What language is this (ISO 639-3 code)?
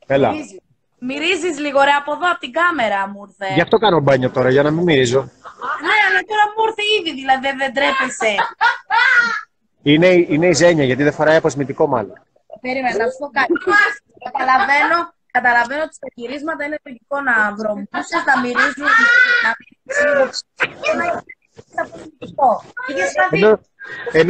ell